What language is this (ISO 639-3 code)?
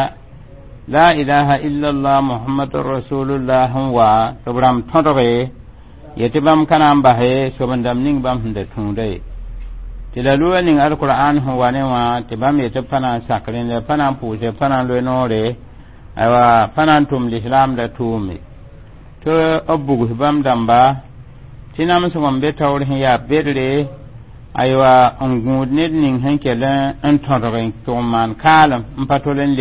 mos